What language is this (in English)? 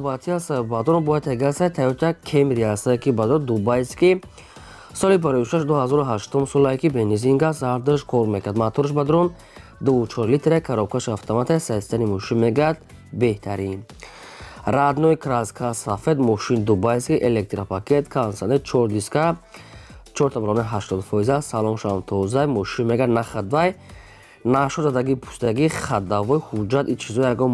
Tajik